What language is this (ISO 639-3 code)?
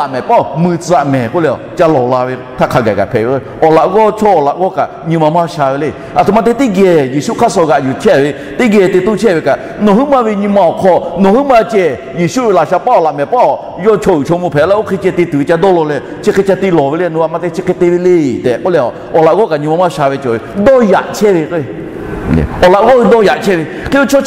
lhu